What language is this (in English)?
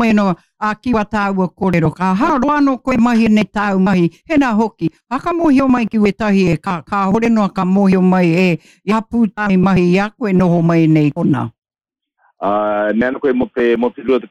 Māori